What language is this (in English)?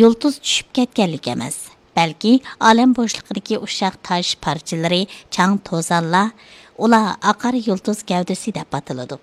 Uyghur